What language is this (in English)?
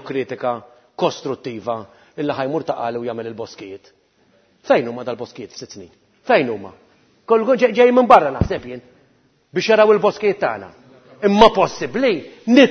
Maltese